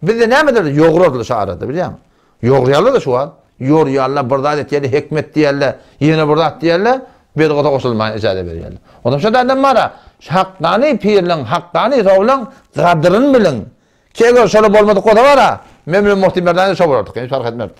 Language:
Turkmen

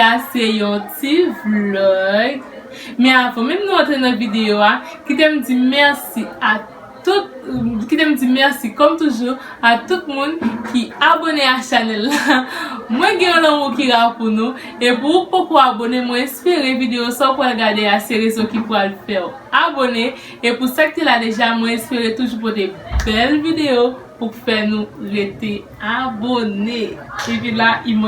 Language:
Haitian Creole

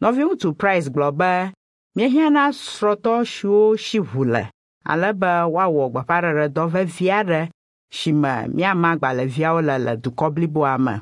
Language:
Ewe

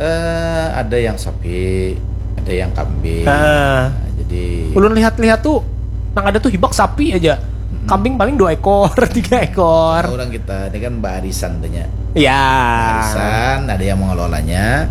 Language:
Banjar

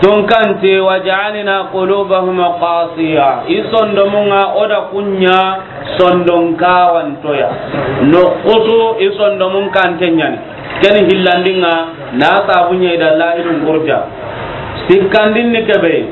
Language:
Soninke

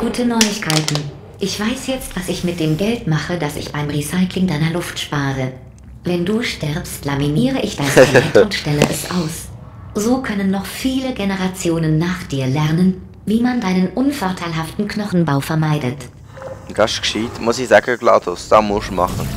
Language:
Swiss German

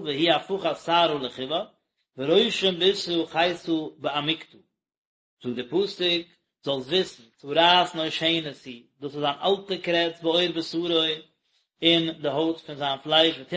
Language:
Yiddish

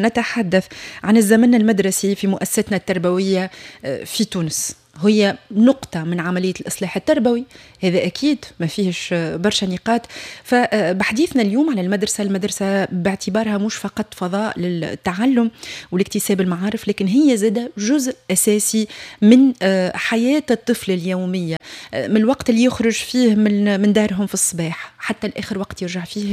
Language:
Tunisian Arabic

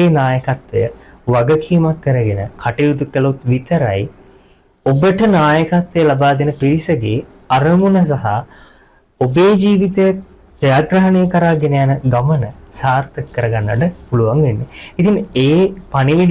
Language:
Sinhala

